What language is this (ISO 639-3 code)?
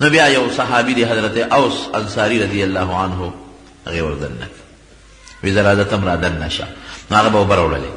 pus